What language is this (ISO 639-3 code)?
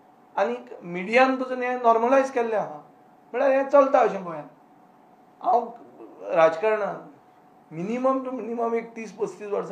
kok